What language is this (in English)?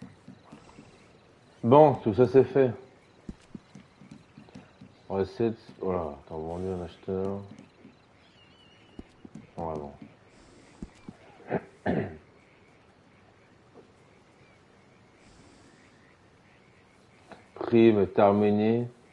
French